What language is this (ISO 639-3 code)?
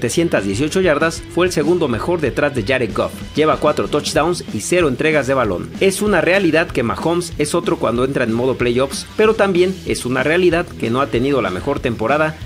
spa